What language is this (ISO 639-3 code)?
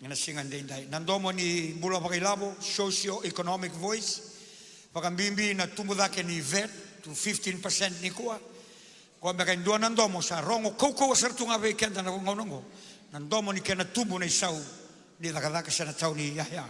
fij